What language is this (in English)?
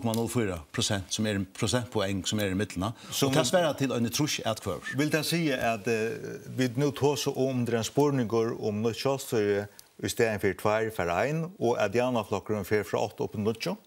Faroese